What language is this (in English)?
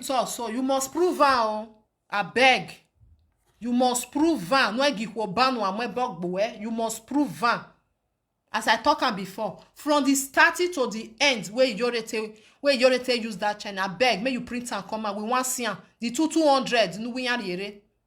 Nigerian Pidgin